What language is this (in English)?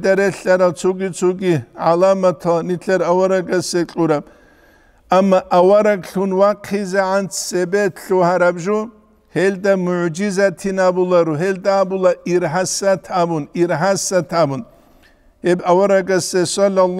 Avaric